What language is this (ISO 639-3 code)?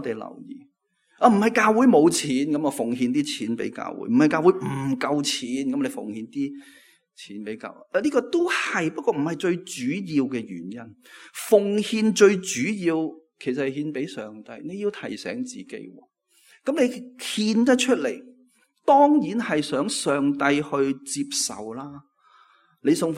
yue